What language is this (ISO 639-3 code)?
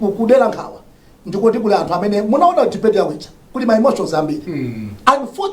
nya